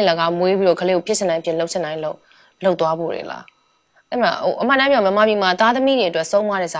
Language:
Burmese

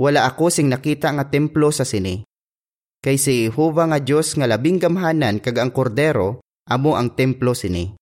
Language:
Hiligaynon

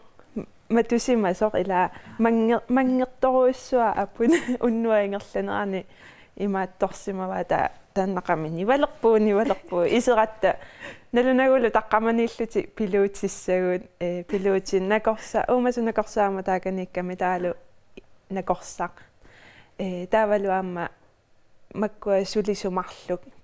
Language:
Kalaallisut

